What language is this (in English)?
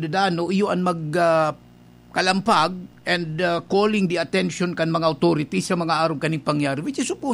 Bikol